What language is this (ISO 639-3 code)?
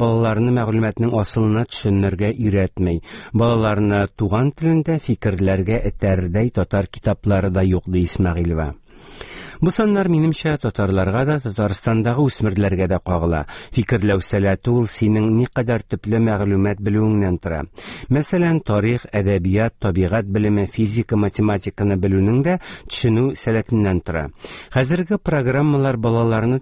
tat